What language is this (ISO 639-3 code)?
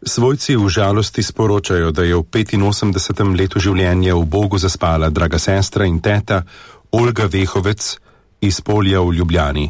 slv